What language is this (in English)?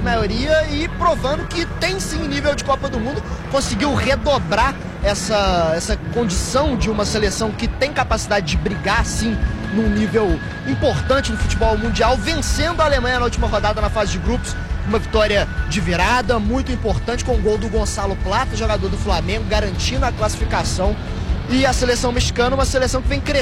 Portuguese